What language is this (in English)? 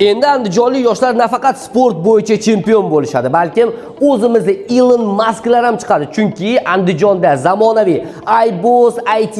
Uzbek